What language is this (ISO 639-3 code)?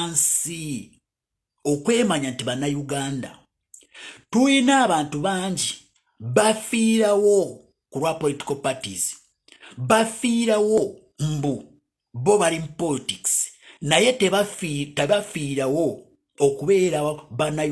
lug